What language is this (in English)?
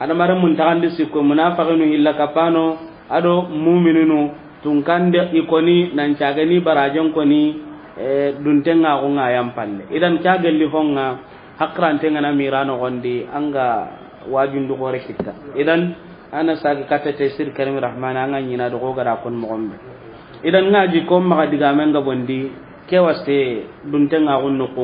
Soninke